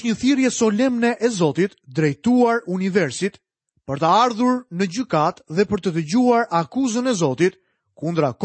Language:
Albanian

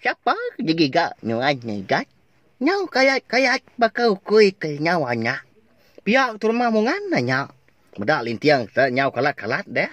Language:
Iban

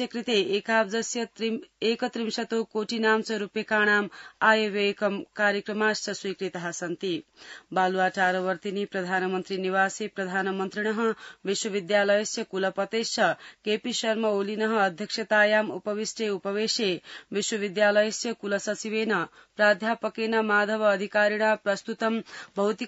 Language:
Sanskrit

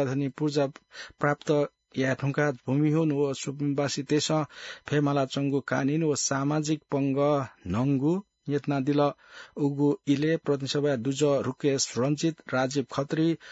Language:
Newari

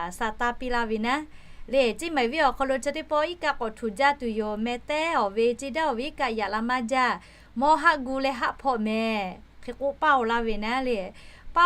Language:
Lahu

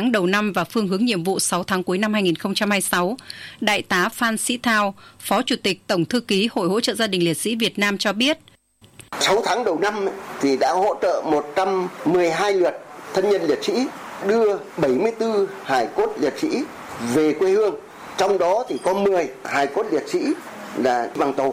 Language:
Vietnamese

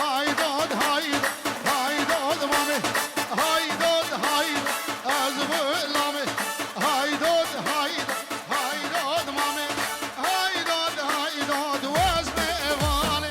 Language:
Kurdish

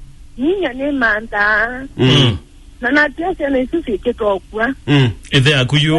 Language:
Kamba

